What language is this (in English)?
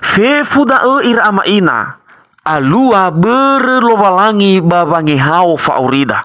Nias